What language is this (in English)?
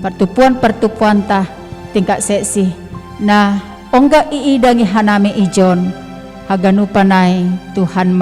Batak Simalungun